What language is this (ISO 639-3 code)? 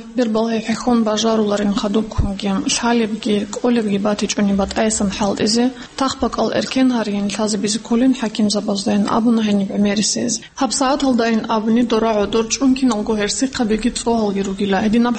ava